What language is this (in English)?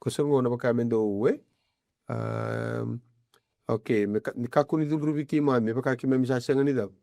Fijian